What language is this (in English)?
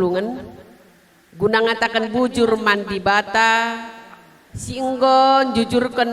Batak Karo